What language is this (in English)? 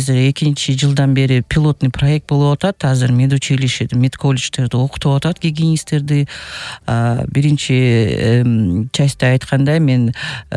Kyrgyz